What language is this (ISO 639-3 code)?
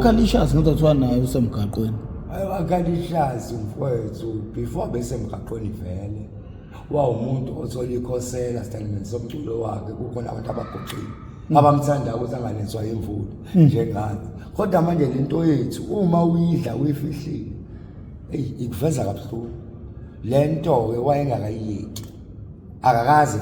zul